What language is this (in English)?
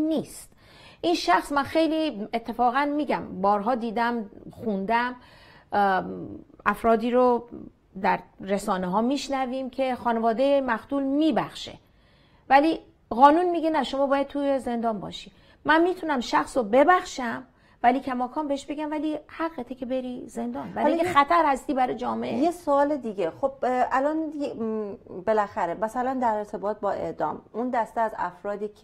Persian